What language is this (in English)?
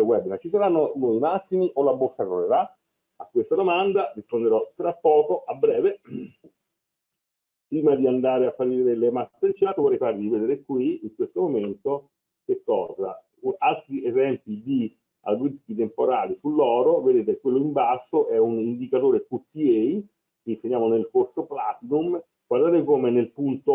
Italian